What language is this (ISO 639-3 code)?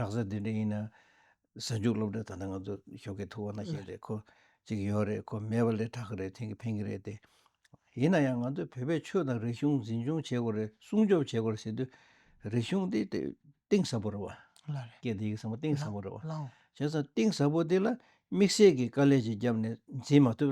bod